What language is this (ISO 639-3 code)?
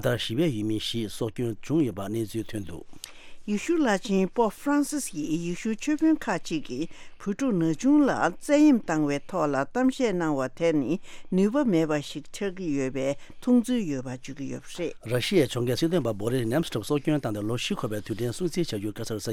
bod